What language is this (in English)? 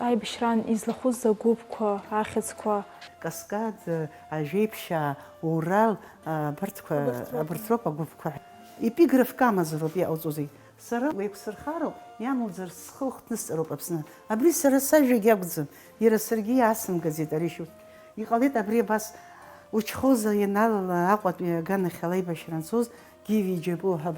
Abkhazian